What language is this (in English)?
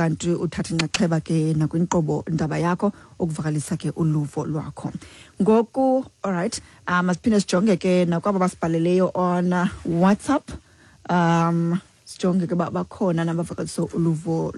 Xhosa